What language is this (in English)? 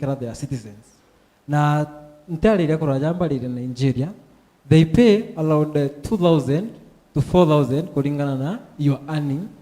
Meru